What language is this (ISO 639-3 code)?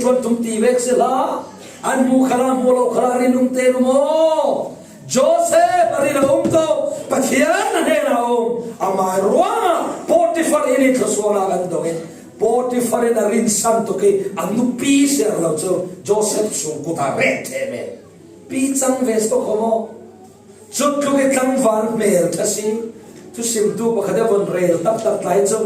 cfm